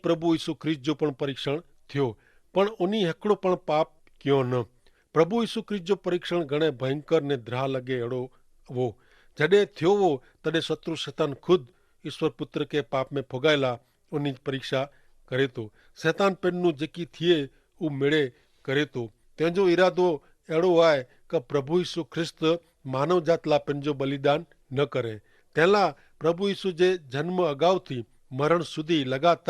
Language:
Kachhi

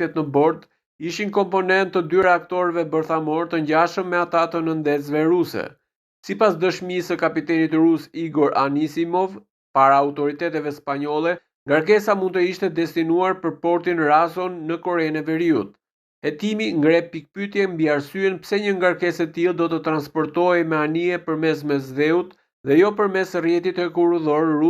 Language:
Albanian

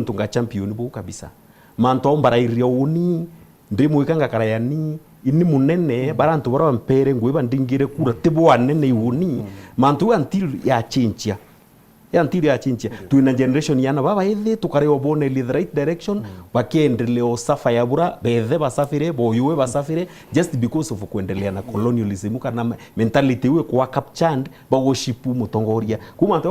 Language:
Meru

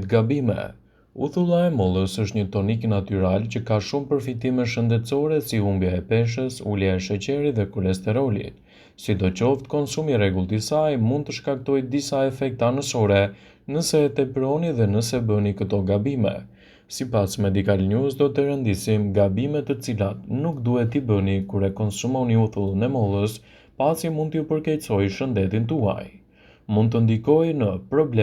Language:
Albanian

